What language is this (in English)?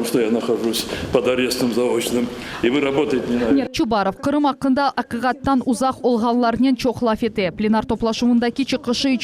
Crimean Tatar